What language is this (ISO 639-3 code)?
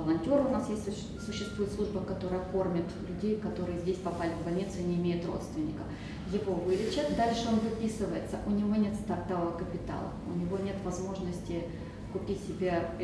rus